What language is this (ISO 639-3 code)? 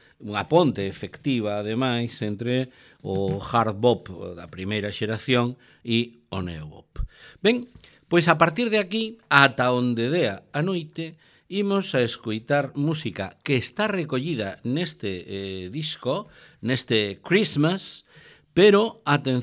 glg